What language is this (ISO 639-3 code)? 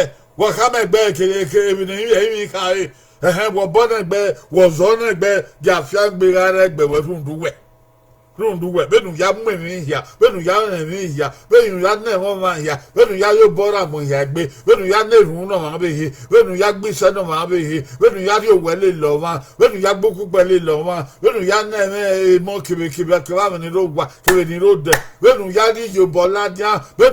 bin